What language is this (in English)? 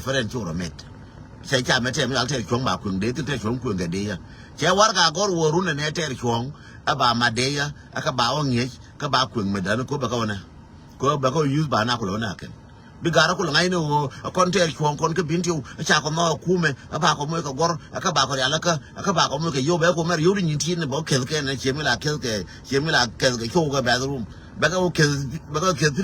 Nuer